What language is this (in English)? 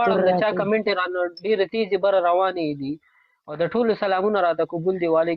Pashto